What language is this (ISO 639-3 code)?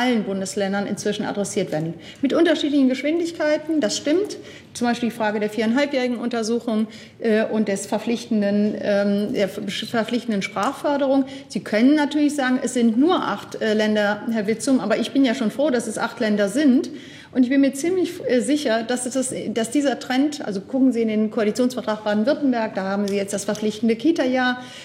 deu